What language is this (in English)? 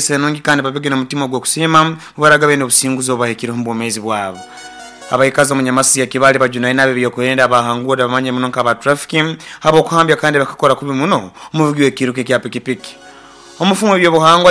Nyoro